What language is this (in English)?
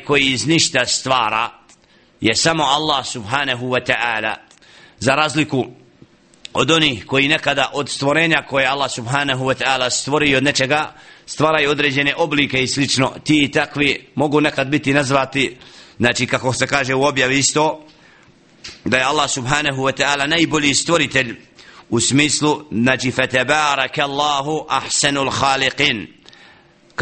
Bosnian